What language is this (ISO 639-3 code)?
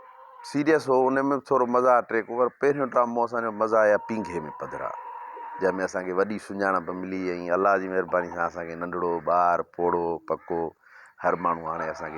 snd